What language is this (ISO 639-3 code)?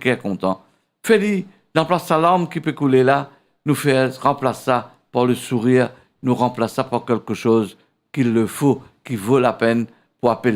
mfe